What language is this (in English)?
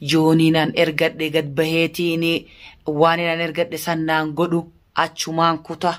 Oromo